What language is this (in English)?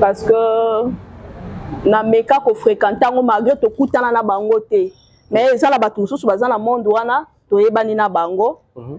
Lingala